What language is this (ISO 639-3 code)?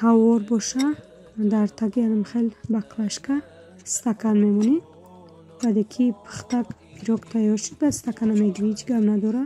tgk